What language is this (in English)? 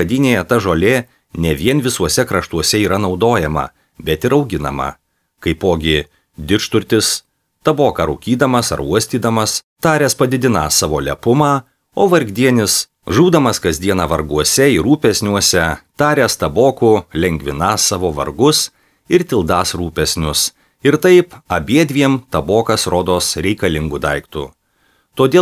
Lithuanian